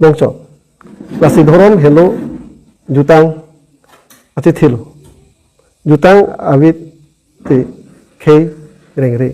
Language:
Karbi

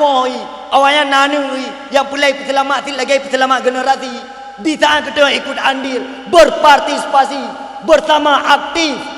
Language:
Achinese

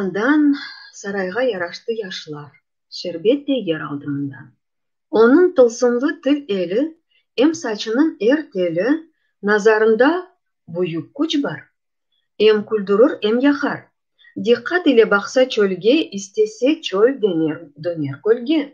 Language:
Crimean Tatar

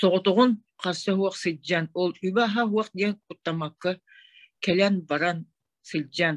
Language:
Yakut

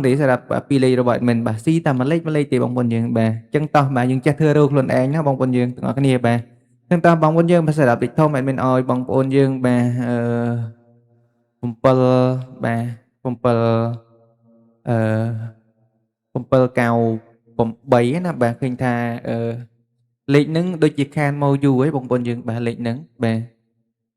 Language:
Khmer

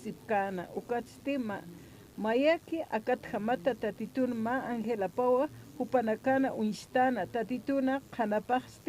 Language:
Aymara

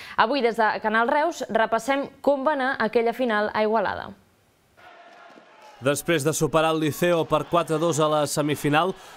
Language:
Catalan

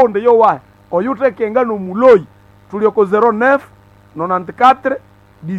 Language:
Nande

